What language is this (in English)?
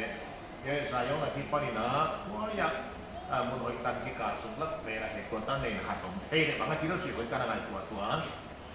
Paite Chin